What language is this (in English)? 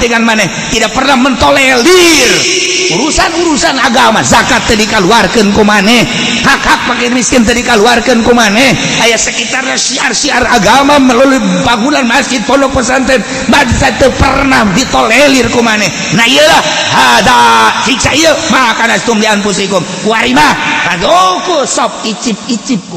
Sundanese